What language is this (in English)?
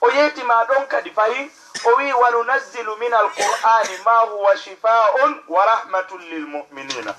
Fula